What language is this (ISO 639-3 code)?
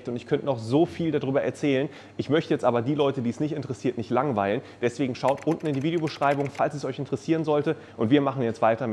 deu